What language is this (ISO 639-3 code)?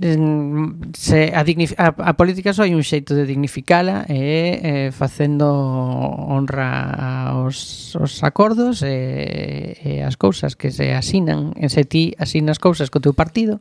glg